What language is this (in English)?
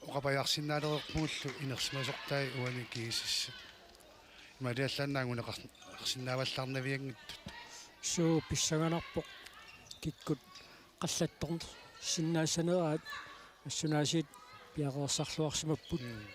Kalaallisut